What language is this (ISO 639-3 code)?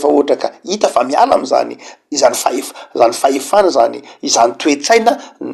mlg